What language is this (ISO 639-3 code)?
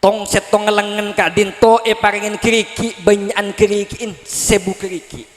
mad